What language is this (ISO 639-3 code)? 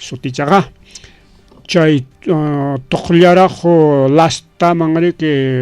quy